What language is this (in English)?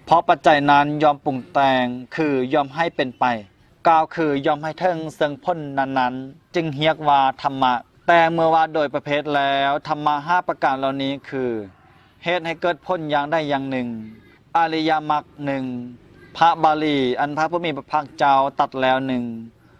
Lao